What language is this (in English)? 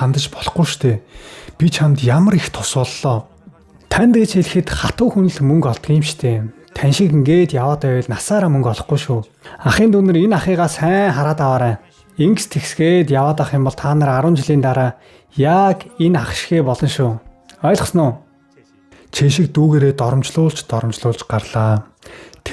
Mongolian